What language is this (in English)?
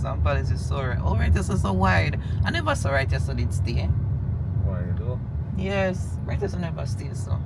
Jamaican Creole English